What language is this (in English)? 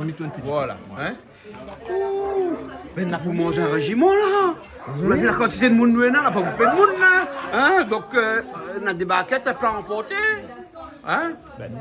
Réunion Creole French